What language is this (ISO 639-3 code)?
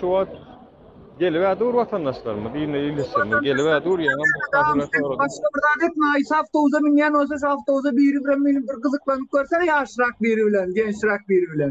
tuk